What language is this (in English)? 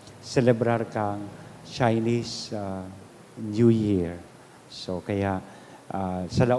Bikol